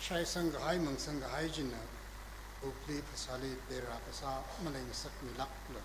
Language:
Tangkhul Naga (India)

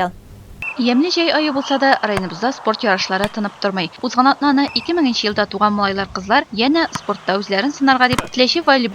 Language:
Tatar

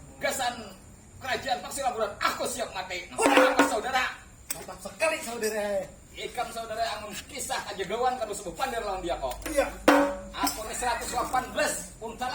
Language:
Banjar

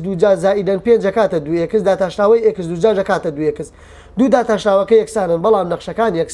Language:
Central Kurdish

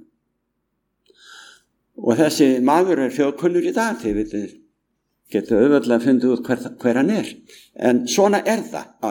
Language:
Icelandic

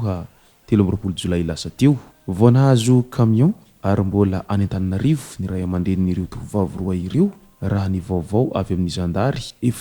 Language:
Malagasy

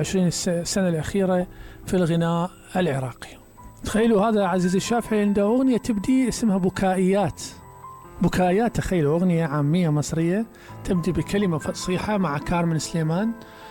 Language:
Mesopotamian Arabic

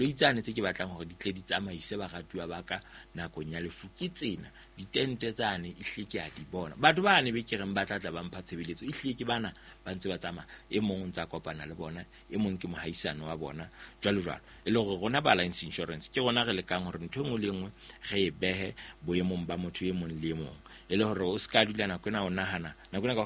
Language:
Southern Sotho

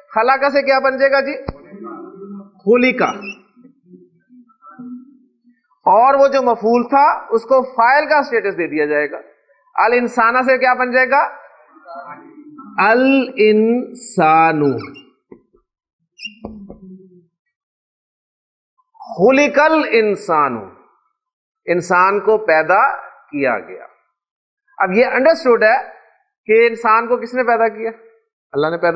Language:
Urdu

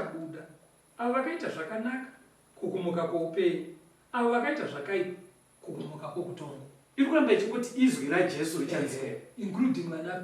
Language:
Shona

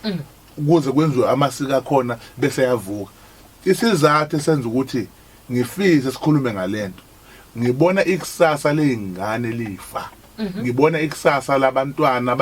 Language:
Zulu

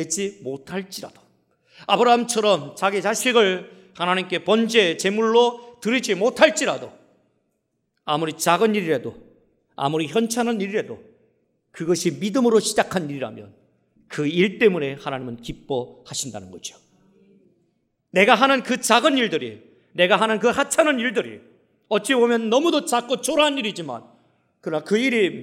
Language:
Korean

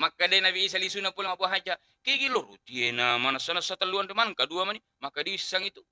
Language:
Buginese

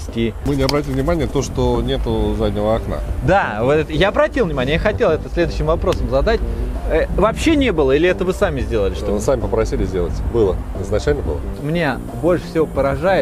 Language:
Russian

